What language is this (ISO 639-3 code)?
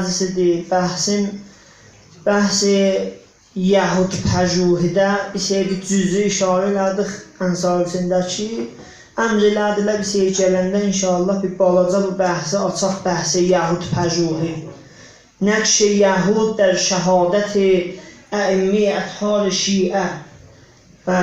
azb